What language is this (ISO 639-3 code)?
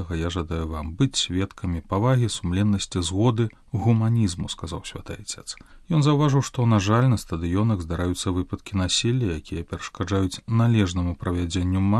bel